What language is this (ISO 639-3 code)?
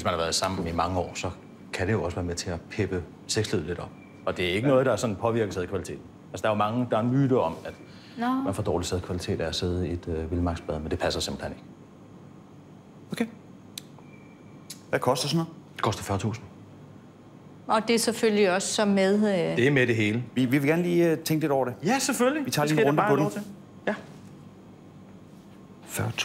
dan